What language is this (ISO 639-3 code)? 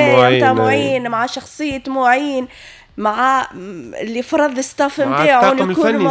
aeb